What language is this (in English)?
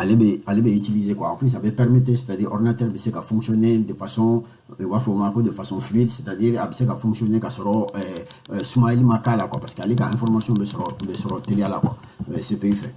Bambara